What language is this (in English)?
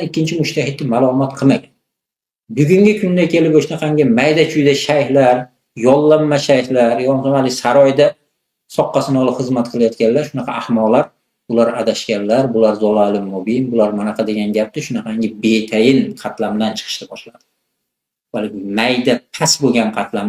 Uzbek